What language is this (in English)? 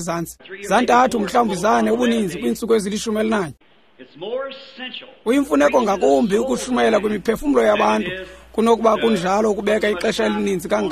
Xhosa